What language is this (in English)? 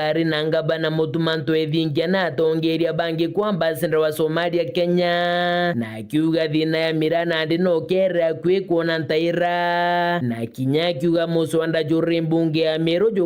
Meru